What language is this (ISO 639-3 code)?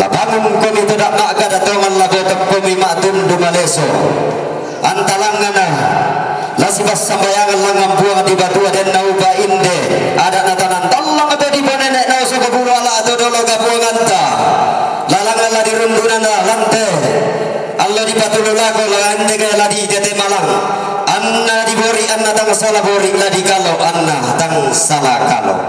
sda